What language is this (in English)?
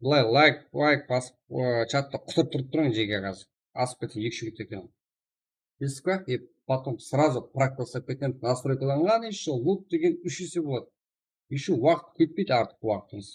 Kara-Kalpak